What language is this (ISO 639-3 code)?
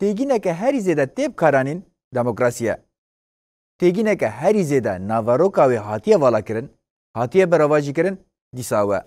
kur